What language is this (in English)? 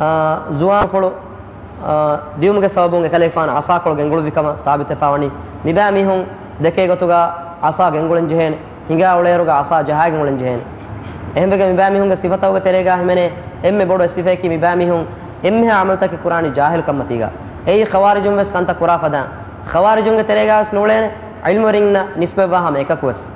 Divehi